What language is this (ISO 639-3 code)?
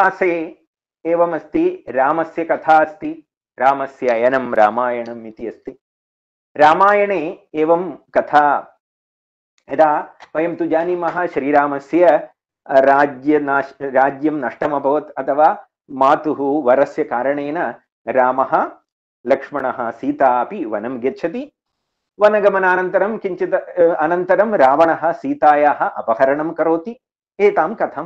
san